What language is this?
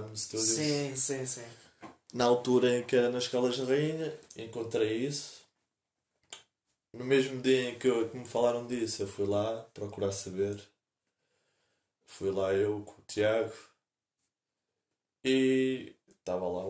Portuguese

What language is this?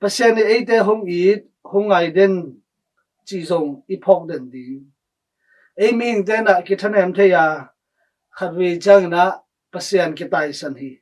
Tedim Chin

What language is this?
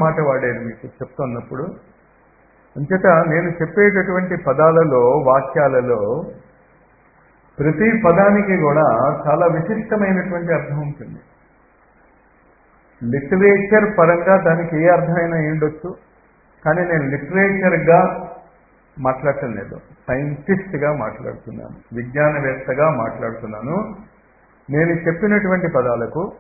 Telugu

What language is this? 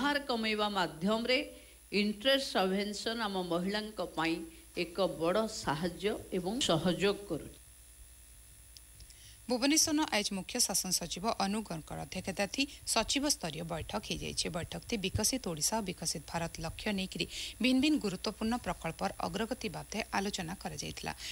Odia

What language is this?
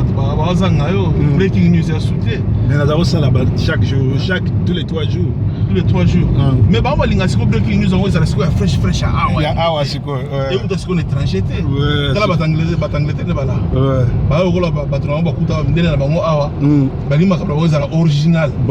Lingala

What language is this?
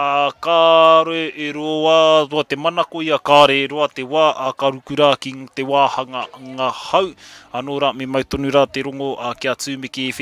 Māori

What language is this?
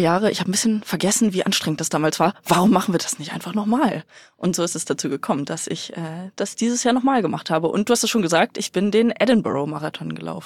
German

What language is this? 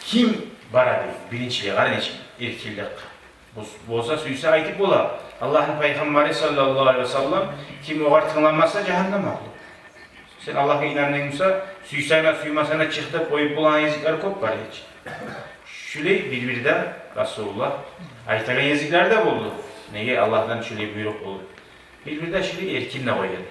Kumyk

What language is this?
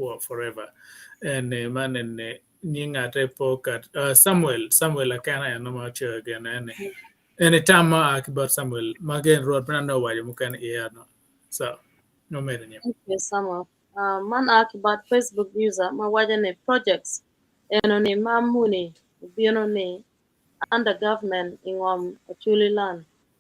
Acoli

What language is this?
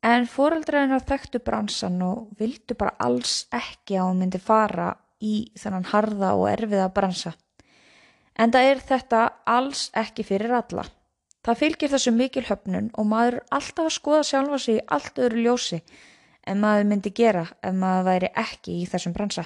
Icelandic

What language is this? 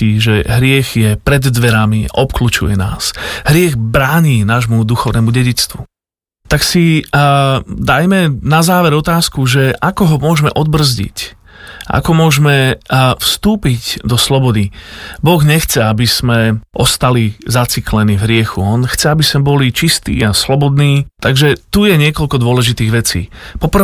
Slovak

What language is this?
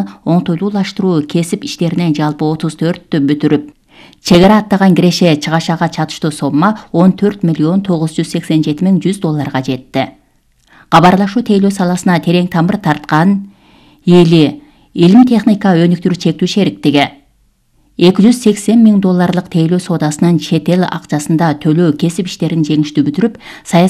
Kyrgyz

